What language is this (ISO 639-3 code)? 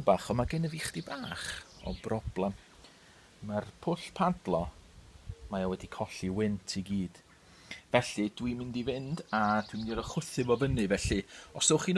cym